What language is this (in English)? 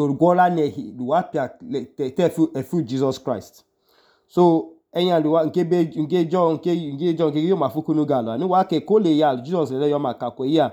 Idoma